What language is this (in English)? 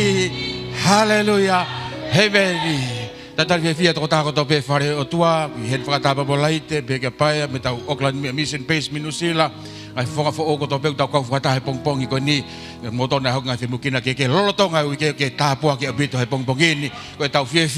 Tongan